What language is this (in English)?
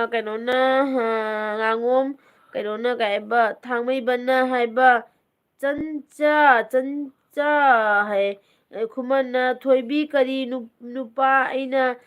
Manipuri